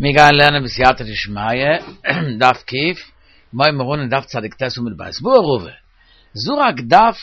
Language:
Yiddish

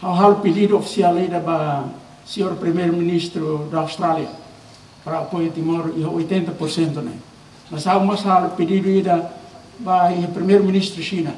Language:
Tetum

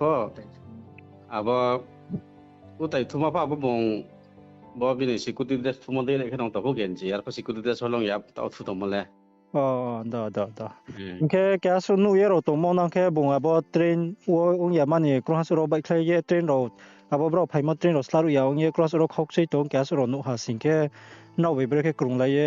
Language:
Riang (India)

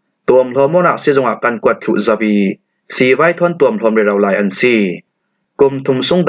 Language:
Falam Chin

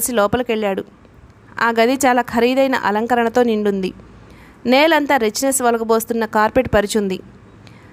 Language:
Telugu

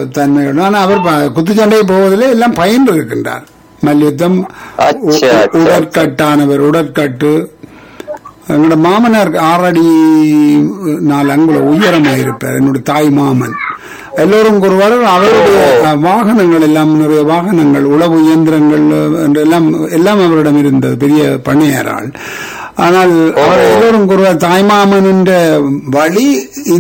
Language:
Tamil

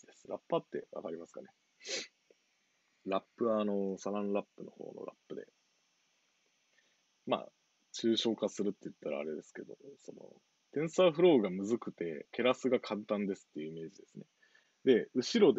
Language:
Japanese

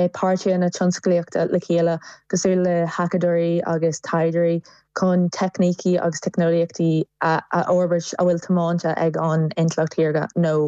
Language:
Irish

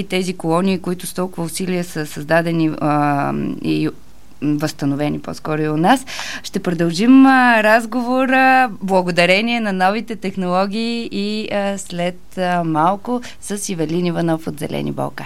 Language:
Bulgarian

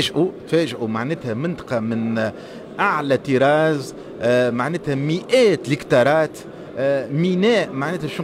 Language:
Tunisian Arabic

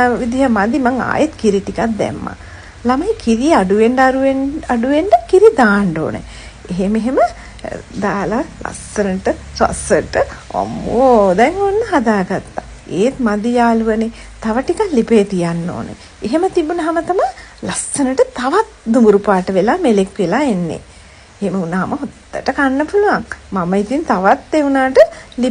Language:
Sinhala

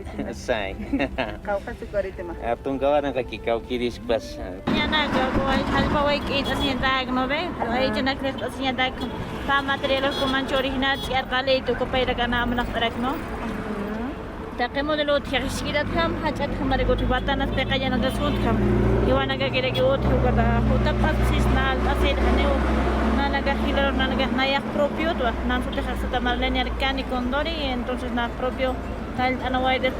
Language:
Aymara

